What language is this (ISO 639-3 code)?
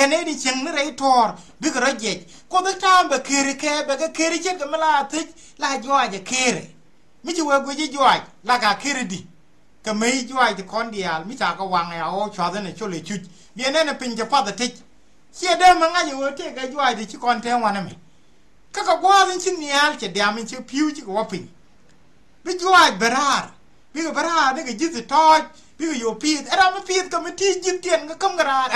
nus